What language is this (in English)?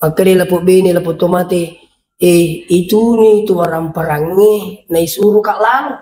Buginese